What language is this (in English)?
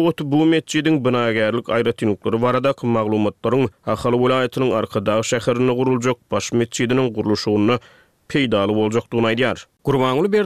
Turkmen